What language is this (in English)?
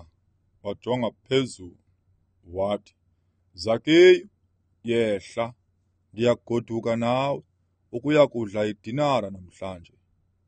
Xhosa